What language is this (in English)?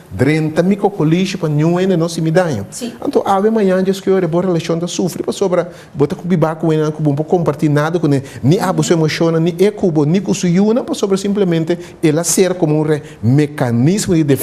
Papiamento